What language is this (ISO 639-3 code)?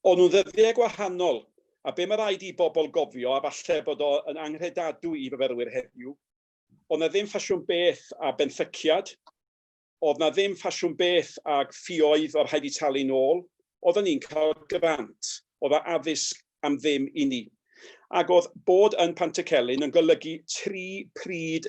cym